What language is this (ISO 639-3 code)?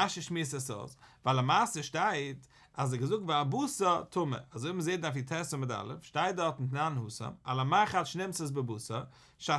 yid